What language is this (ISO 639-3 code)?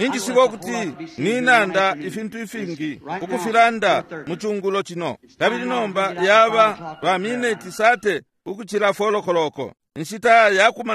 bem